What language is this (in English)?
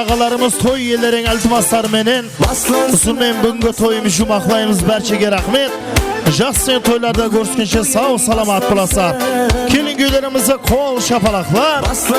Kara-Kalpak